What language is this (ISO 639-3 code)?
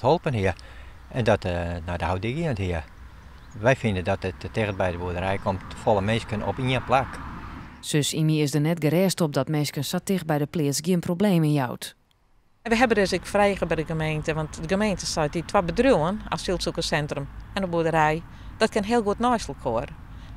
fry